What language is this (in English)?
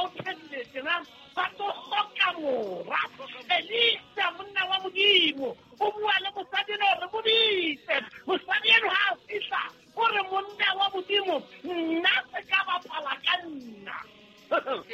Southern Sotho